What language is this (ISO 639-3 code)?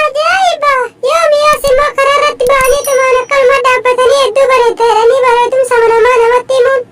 orm